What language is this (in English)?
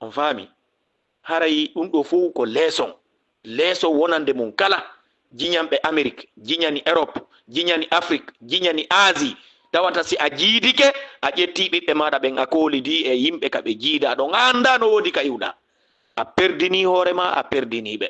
Fula